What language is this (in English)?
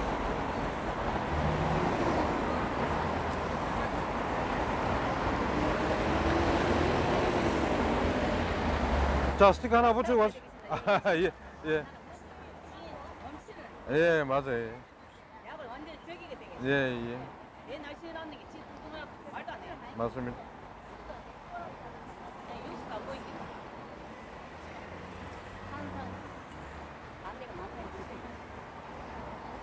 Korean